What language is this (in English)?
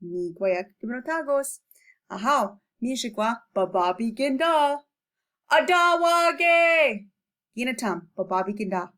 Chippewa